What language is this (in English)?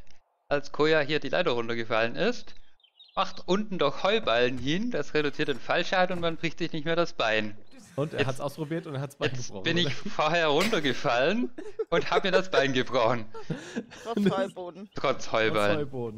German